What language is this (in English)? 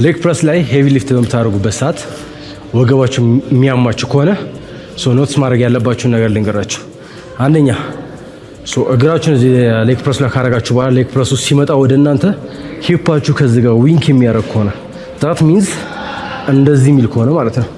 Amharic